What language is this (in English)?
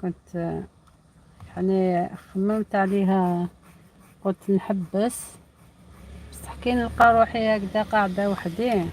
Algerian Arabic